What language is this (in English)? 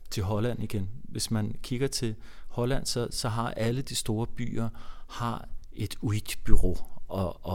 Danish